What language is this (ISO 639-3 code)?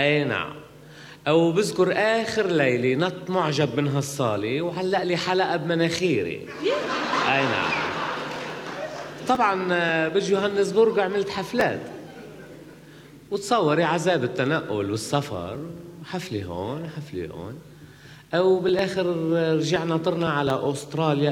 apc